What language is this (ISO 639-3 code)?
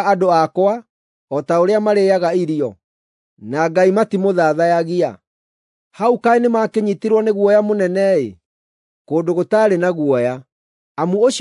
kik